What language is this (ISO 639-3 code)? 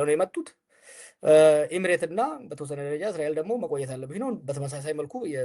amh